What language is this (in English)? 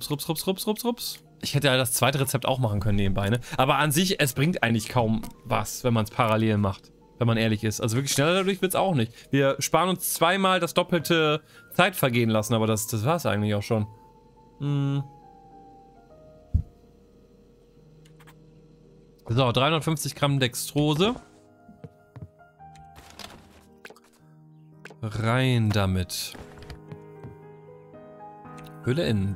German